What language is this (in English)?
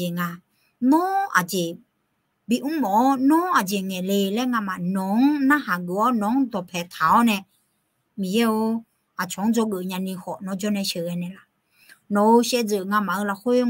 Akha